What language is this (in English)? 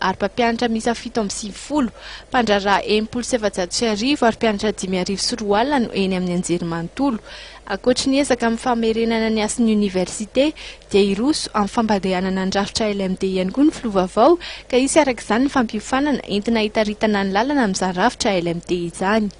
Malagasy